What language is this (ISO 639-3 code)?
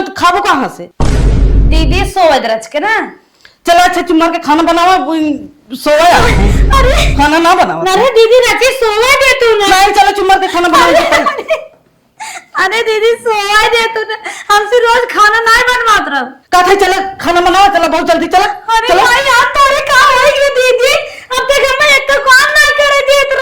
awa